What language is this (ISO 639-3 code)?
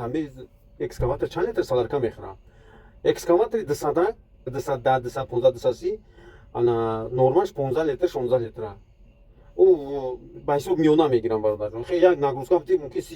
tgk